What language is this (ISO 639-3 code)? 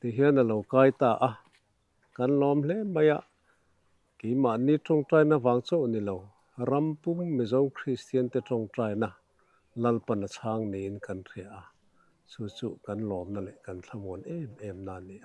lus